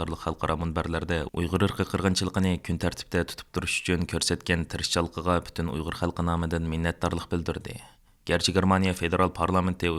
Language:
Uyghur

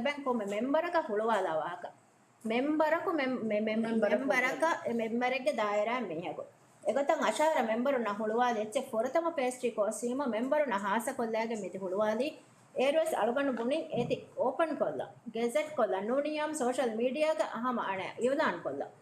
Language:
Divehi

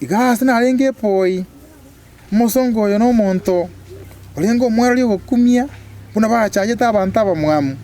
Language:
Gusii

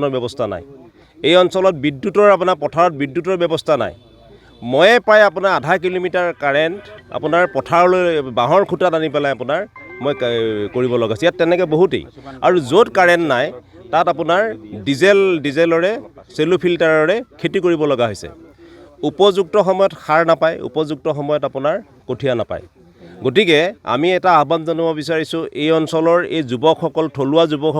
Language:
Assamese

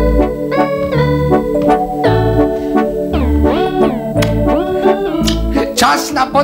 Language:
Polish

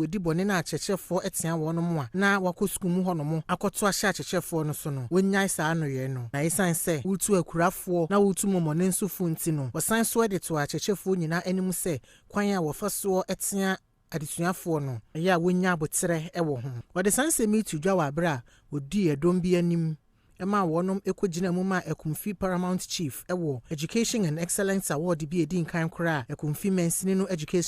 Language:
Akan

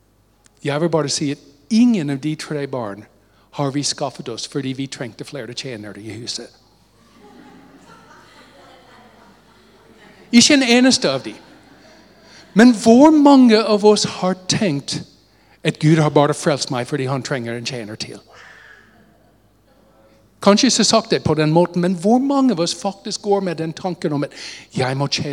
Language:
Norwegian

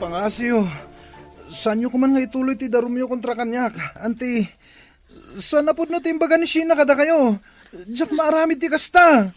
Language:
Iloko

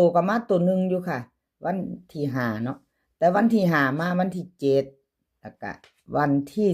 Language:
Lao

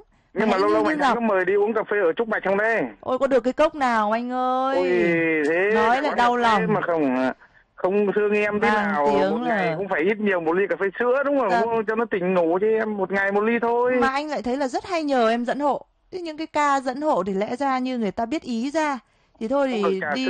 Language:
Vietnamese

